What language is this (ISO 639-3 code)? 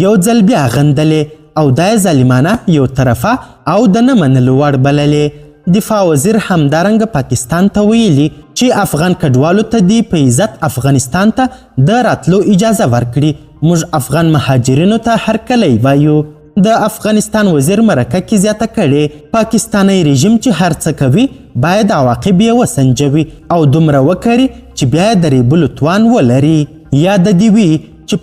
pus